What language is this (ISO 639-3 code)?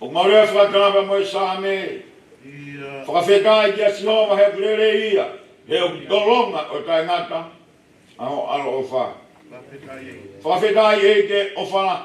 ton